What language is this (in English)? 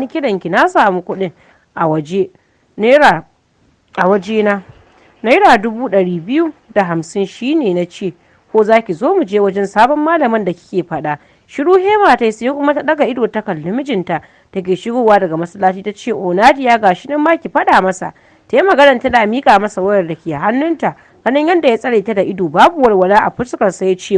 Hausa